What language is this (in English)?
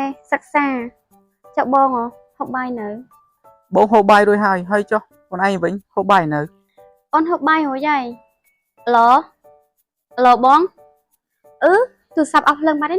Khmer